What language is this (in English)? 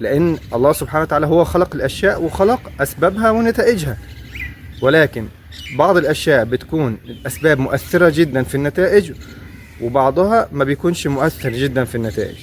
Egyptian Arabic